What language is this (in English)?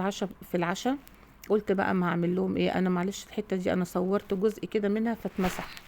Egyptian Arabic